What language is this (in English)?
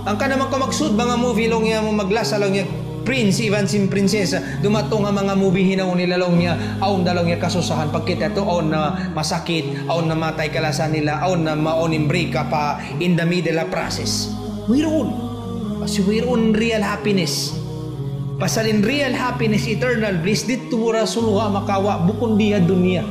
Tausug